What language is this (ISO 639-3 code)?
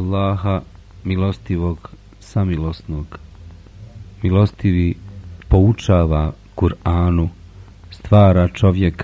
bos